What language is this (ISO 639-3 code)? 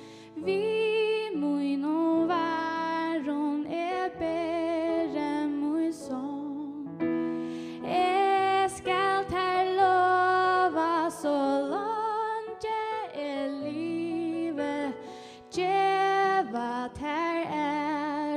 fao